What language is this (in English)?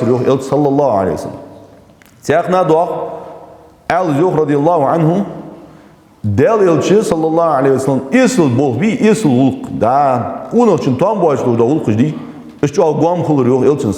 Ingush